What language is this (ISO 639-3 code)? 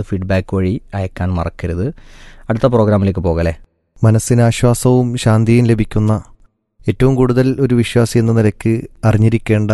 mal